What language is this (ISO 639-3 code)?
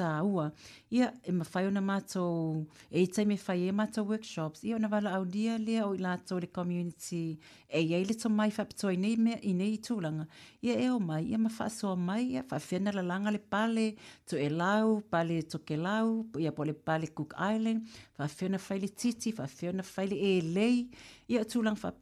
smo